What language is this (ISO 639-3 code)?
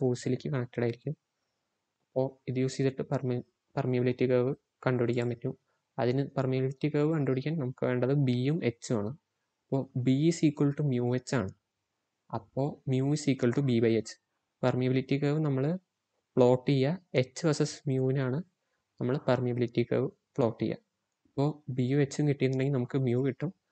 mal